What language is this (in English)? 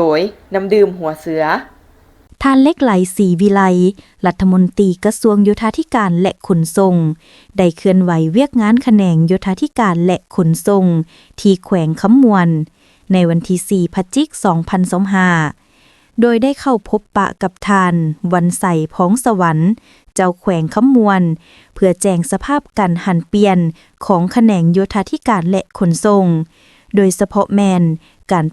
Lao